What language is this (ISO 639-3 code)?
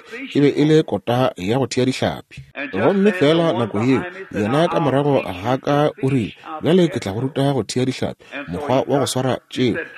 nso